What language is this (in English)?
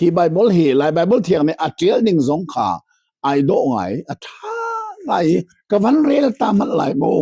Hakha Chin